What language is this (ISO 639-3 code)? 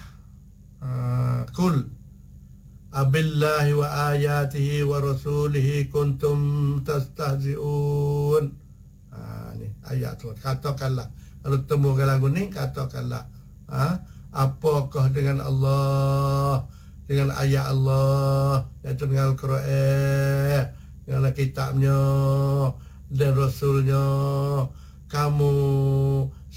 msa